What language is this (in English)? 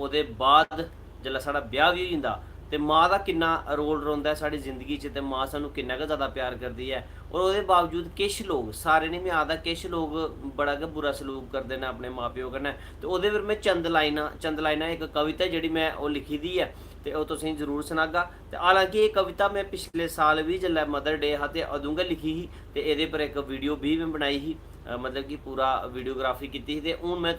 Dogri